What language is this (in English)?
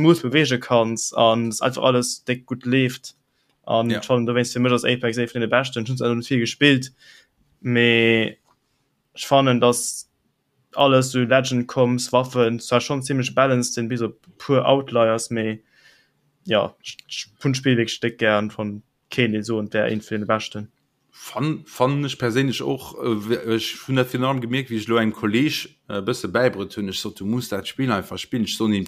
Luxembourgish